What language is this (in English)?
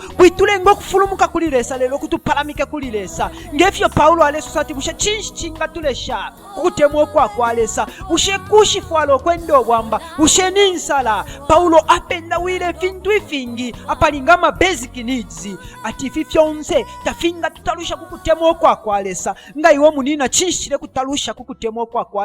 Bemba